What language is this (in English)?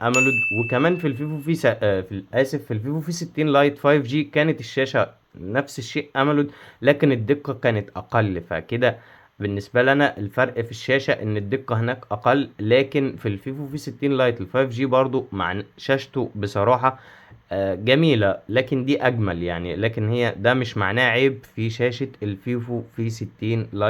Egyptian Arabic